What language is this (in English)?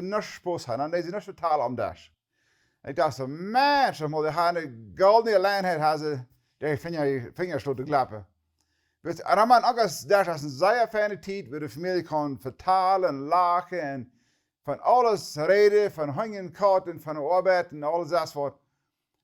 Plautdietsch